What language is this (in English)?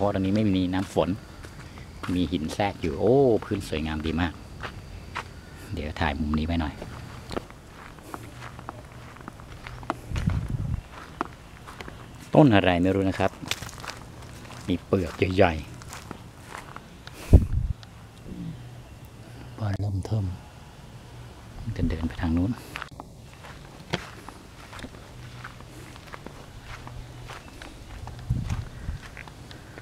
Thai